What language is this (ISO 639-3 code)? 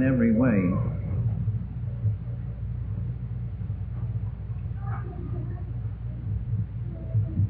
eng